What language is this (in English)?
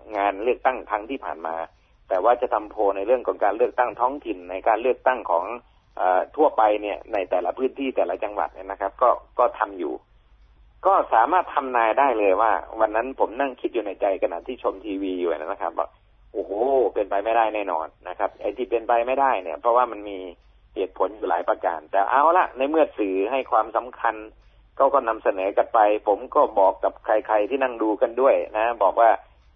Thai